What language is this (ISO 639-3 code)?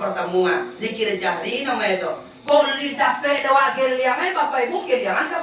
min